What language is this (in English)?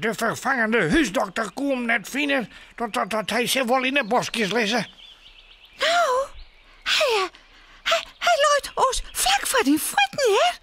Western Frisian